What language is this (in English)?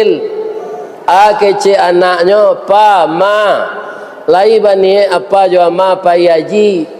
Minangkabau